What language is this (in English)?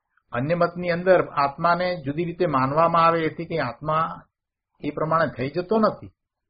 Gujarati